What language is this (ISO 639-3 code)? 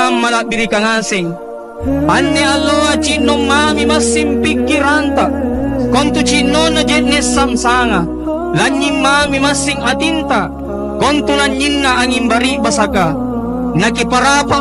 mak